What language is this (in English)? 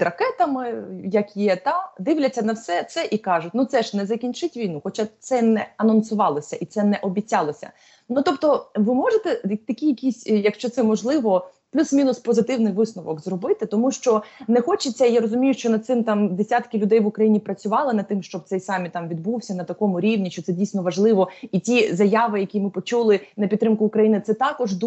Ukrainian